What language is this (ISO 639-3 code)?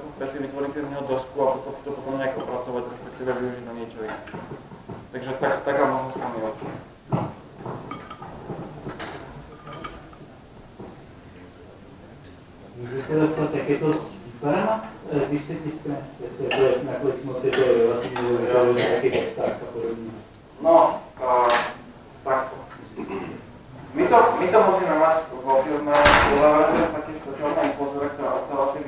slk